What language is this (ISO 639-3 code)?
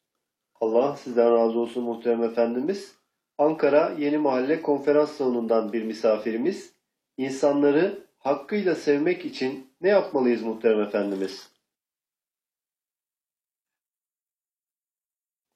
tur